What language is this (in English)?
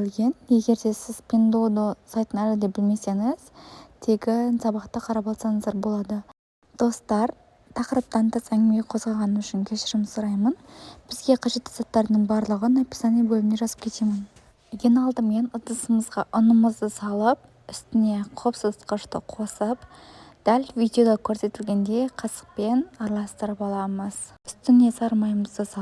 Kazakh